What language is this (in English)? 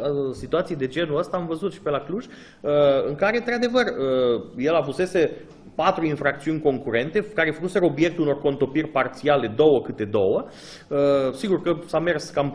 Romanian